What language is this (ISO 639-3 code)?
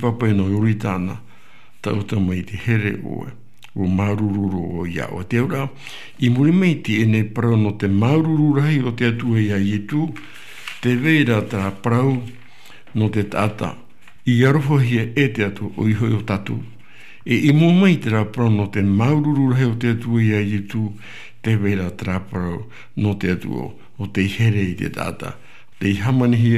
tah